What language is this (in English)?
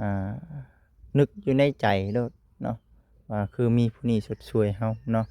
Lao